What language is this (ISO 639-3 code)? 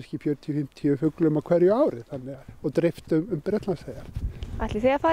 isl